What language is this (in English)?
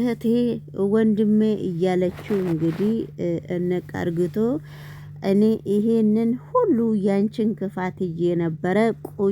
Amharic